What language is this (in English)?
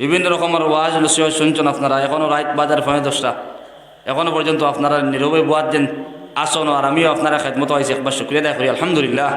Sylheti